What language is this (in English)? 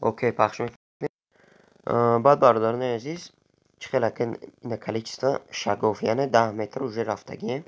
Tajik